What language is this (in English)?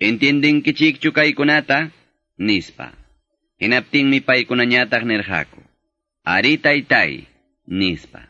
Quechua